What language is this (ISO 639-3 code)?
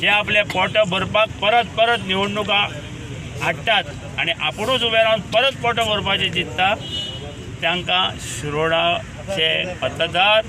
kok